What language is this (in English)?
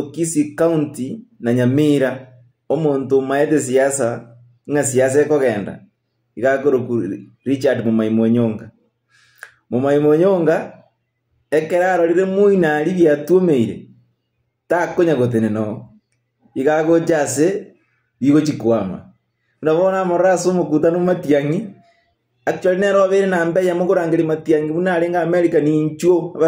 Gusii